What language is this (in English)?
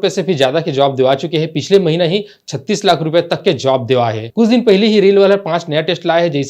Chhattisgarhi